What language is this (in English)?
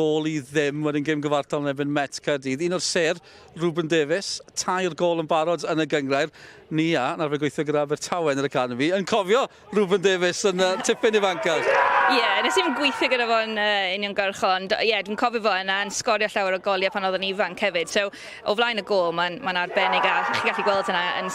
Welsh